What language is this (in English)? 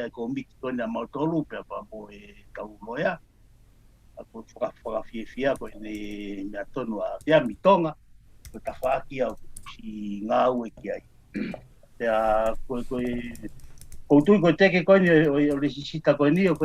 Tongan